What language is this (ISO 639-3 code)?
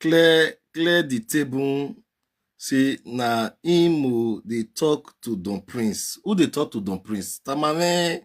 pcm